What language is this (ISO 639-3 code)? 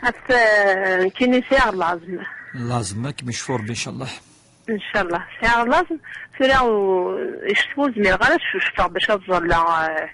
kab